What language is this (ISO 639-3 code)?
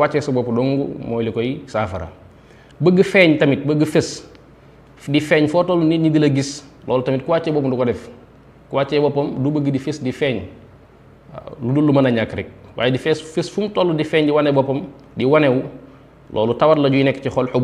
wol